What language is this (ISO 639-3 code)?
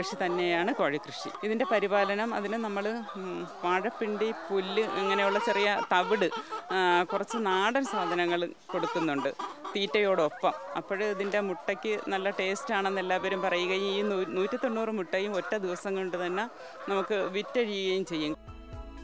mal